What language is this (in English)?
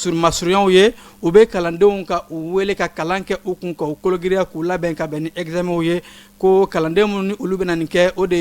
Bambara